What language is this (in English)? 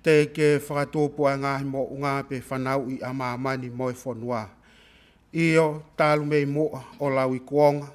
Tongan